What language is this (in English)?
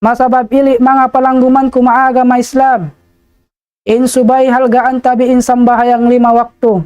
Tausug